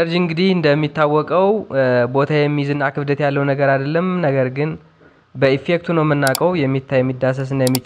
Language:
Amharic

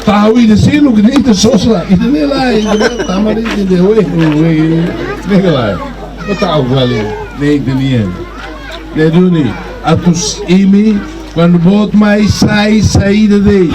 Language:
Tetum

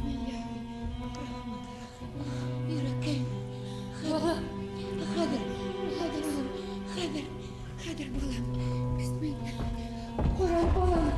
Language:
Bashkir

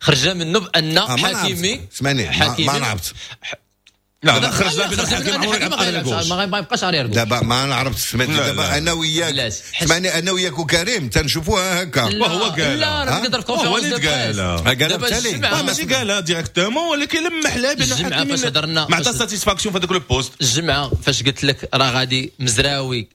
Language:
Moroccan Arabic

